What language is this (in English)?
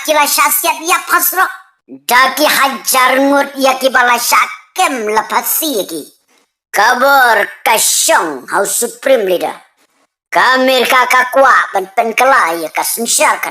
Khasi